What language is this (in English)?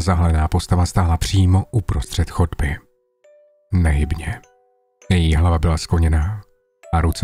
Czech